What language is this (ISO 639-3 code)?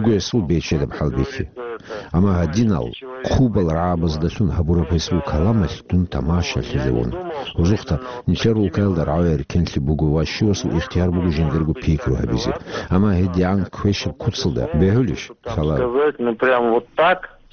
ava